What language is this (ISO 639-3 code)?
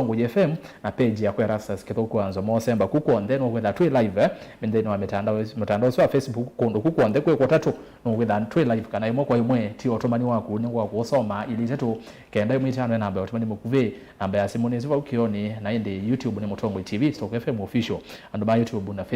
kam